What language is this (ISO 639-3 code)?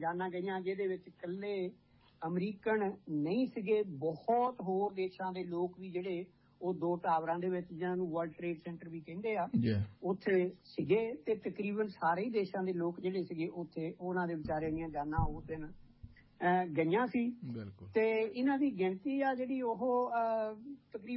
pan